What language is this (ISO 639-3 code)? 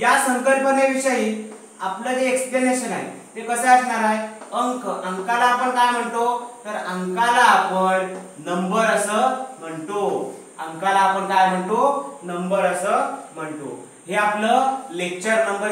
mar